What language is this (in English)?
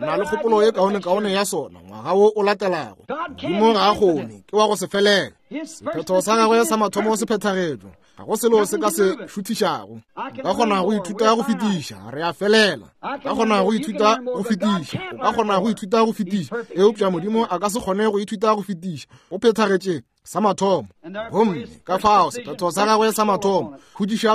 Northern Sotho